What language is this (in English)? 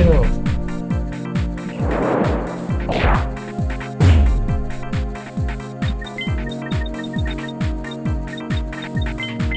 Japanese